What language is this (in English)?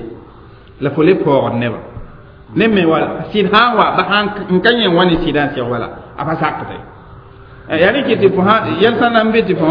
Mossi